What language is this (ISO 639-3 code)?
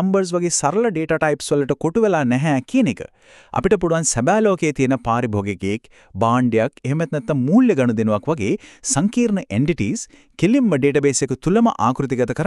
sin